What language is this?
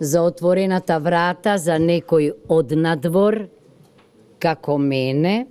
Macedonian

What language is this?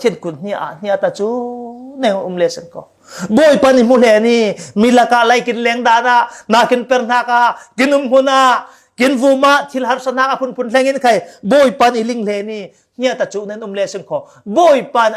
Falam Chin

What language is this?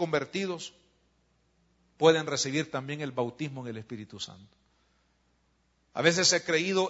Spanish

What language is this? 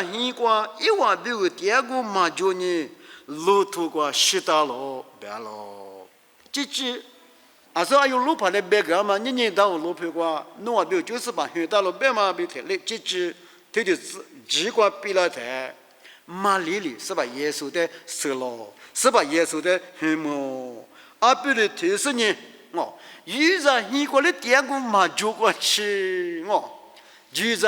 Lisu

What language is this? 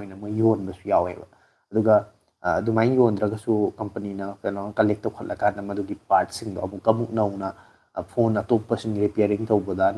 Manipuri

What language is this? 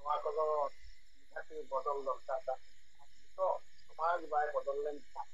Santali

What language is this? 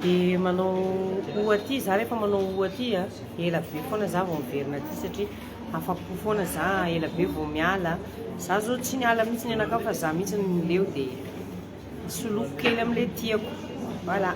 Malagasy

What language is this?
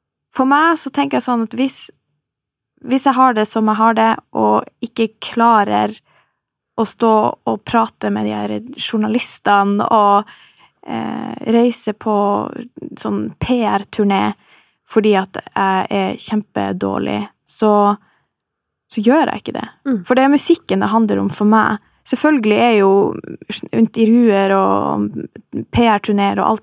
Norwegian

